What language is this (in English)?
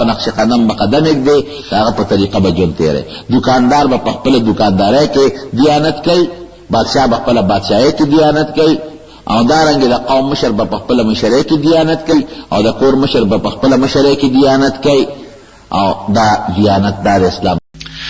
Pashto